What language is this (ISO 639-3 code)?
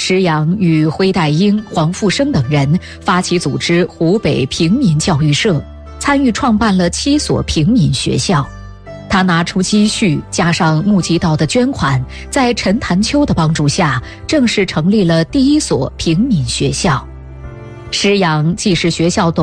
zho